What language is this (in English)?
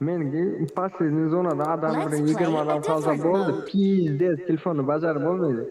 Kara-Kalpak